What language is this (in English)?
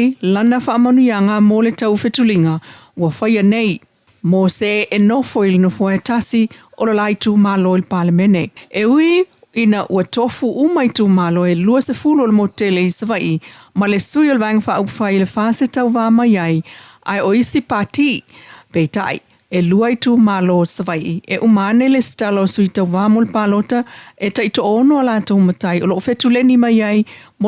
Samoan